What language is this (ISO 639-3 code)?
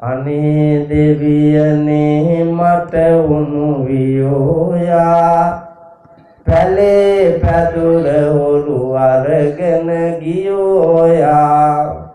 sin